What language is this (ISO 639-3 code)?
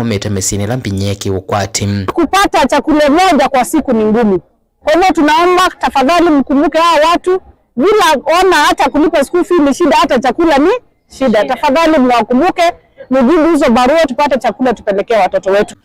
kam